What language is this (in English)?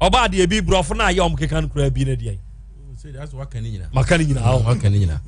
Akan